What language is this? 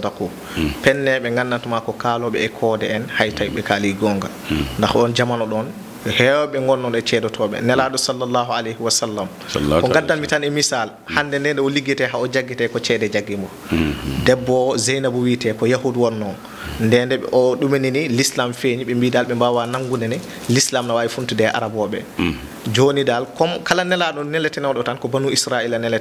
Fula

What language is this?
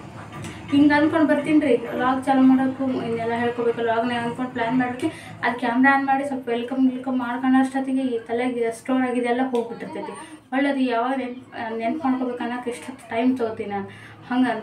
Kannada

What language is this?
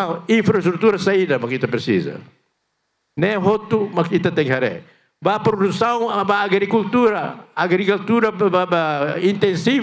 Tetum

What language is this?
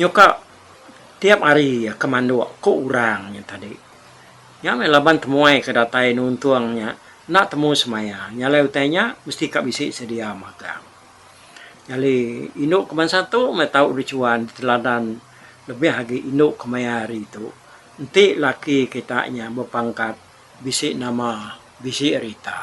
Iban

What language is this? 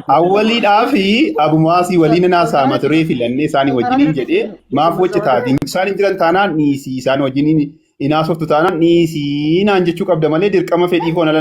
Oromo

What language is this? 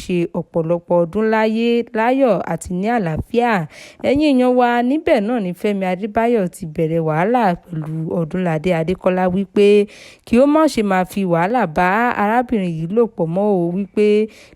Yoruba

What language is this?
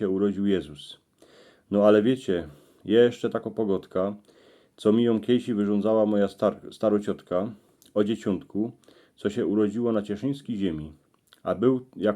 Silesian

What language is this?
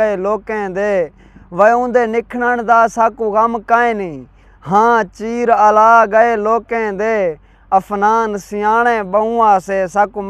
Saraiki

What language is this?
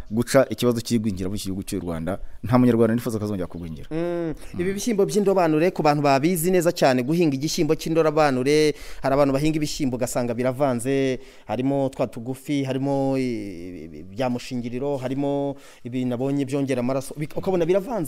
Kinyarwanda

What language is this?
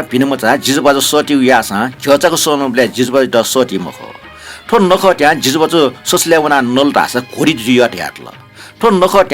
Newari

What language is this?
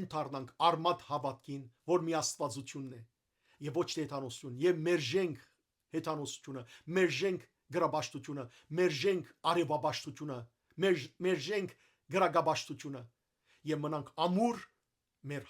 Western Armenian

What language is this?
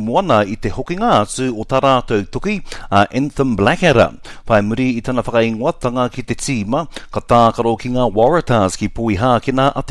Māori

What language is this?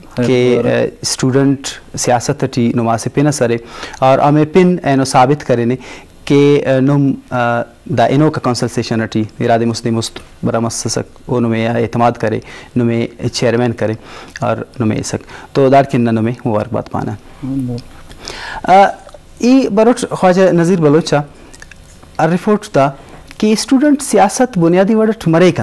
Brahui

